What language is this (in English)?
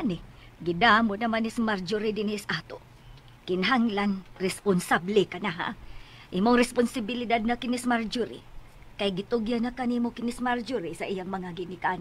Cebuano